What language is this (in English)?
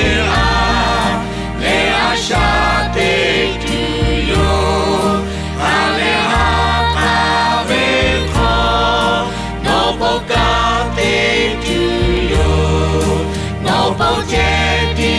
Lahu